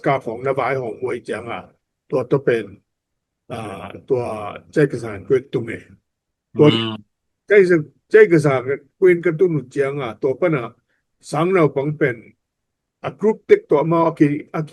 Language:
Tedim Chin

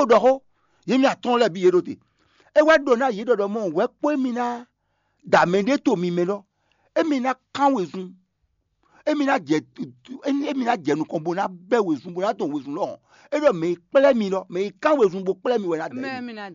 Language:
Fon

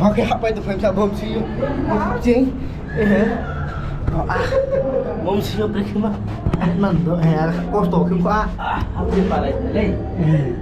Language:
Riang (India)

